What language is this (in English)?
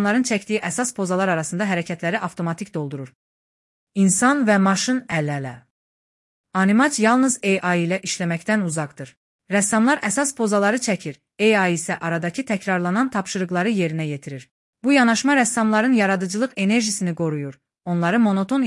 Azerbaijani